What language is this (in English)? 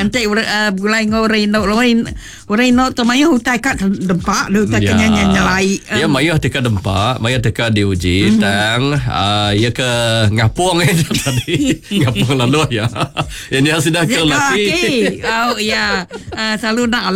Iban